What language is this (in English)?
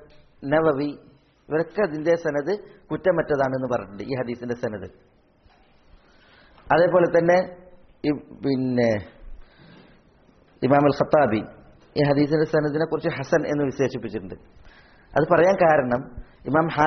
Malayalam